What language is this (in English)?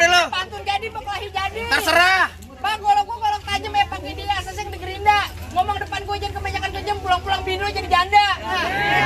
Betawi